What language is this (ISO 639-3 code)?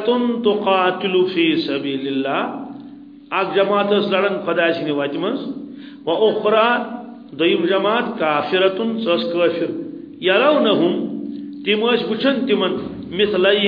kas